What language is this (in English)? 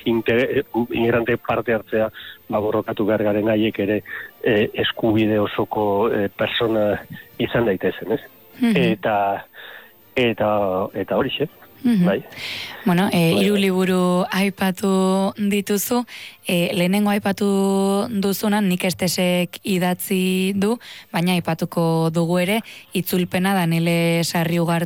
Basque